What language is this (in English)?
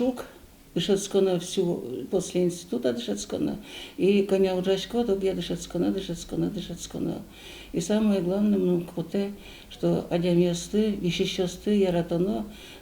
Udmurt